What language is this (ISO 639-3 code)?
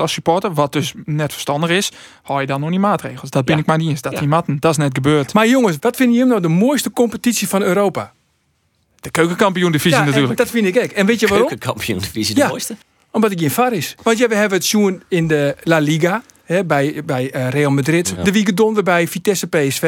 fry